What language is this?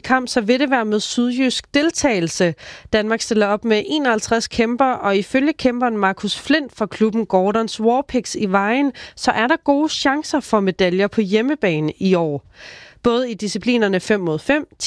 Danish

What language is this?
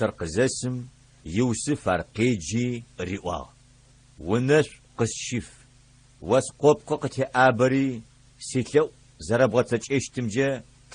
Adyghe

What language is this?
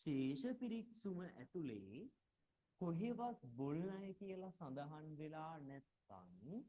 Sinhala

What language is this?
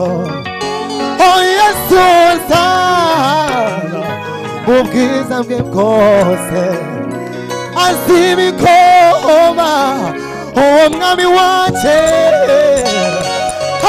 Kinyarwanda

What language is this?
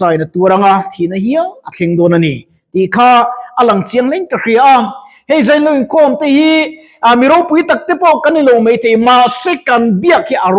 Mizo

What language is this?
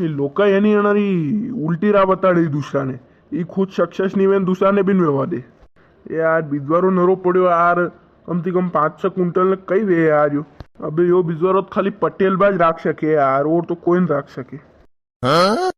Rajasthani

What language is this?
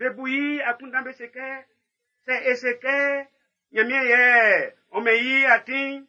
Baoulé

